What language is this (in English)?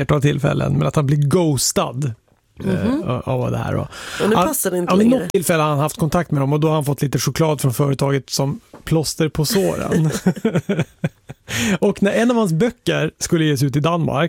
Swedish